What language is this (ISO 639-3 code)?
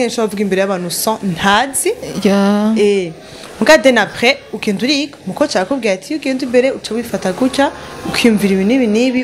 run